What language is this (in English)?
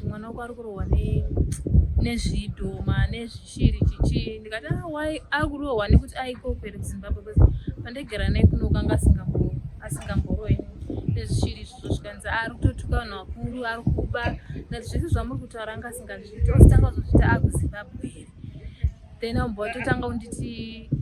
Shona